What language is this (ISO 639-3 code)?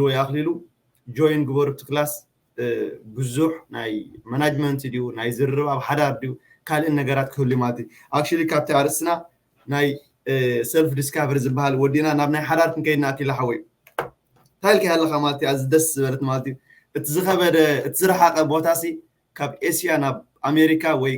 tir